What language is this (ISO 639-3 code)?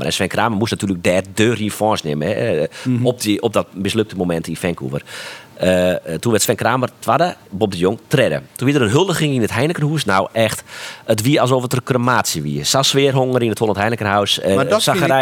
fry